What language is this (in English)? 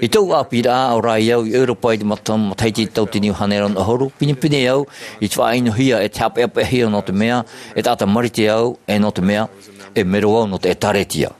Tahitian